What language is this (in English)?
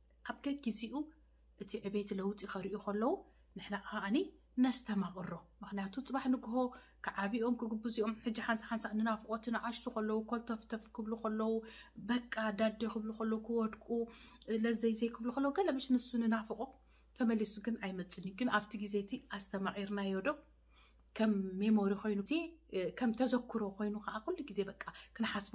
Tigrinya